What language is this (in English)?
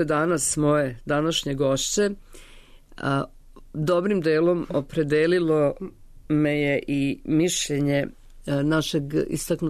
Serbian